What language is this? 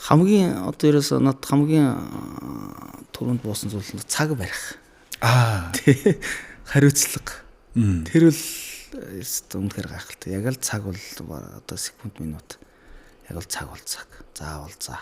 Mongolian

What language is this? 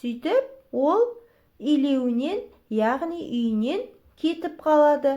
Kazakh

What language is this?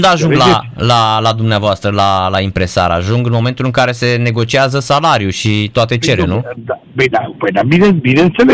Romanian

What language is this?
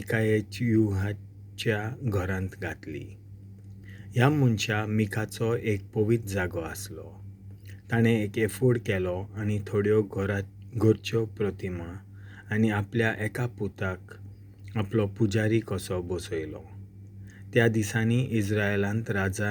Konkani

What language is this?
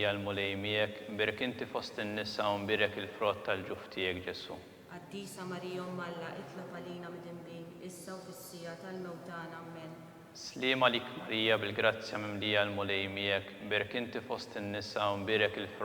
Maltese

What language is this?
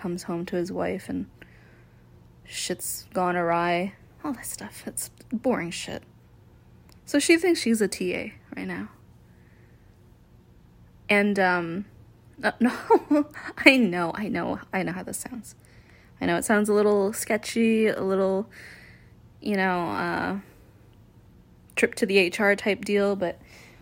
English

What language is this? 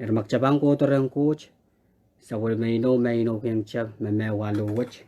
Pohnpeian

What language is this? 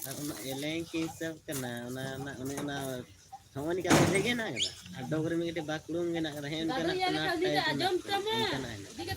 Santali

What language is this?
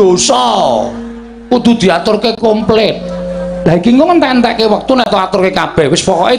Javanese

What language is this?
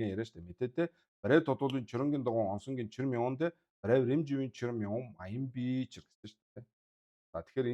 Mongolian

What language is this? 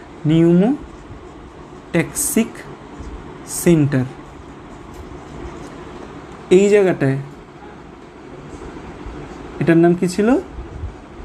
Bangla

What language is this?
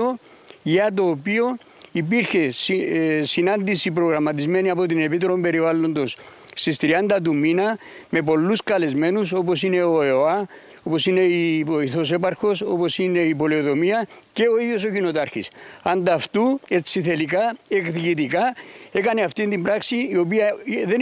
Greek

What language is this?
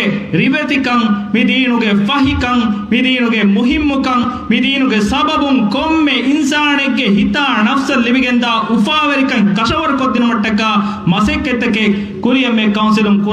Divehi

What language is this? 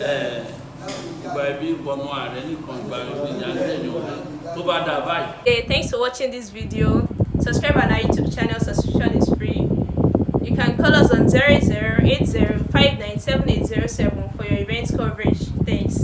Yoruba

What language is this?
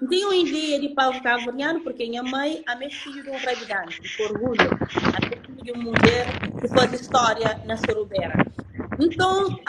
Kabuverdianu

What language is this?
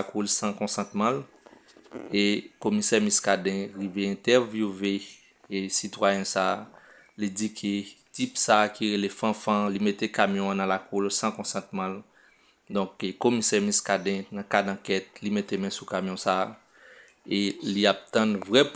Haitian Creole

